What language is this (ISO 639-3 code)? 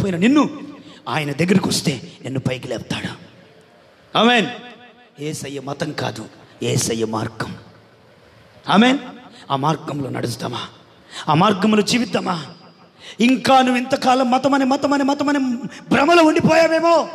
tel